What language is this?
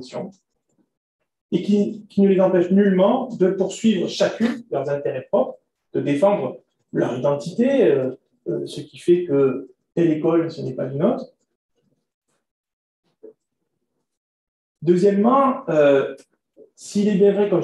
French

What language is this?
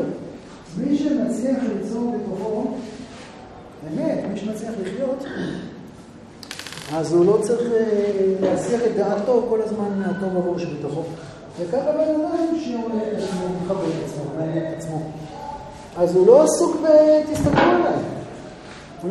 Hebrew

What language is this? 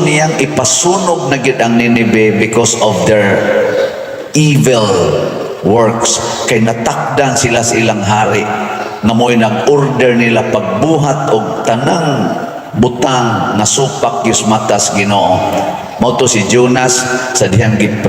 Cebuano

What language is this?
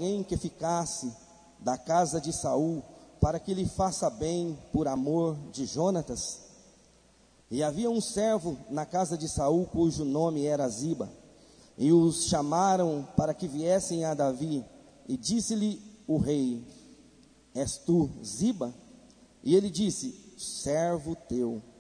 Portuguese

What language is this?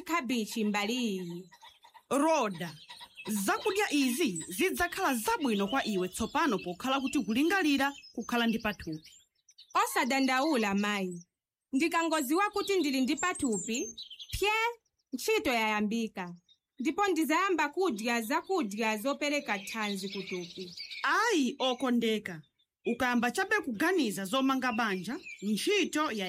Nyanja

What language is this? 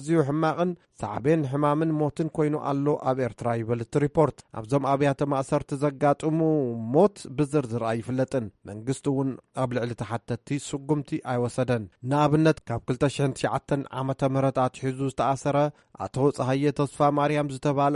Tigrinya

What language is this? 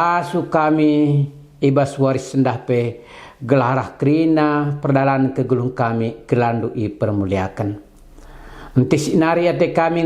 Batak Karo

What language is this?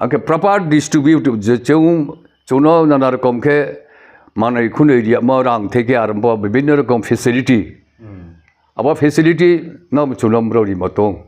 Riang (India)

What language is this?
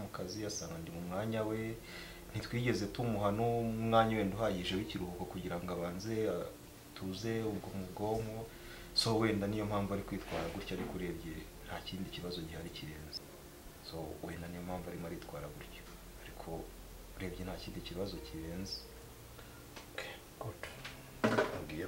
Kinyarwanda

